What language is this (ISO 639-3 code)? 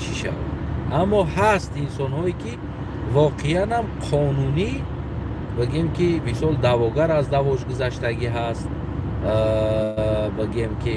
tgk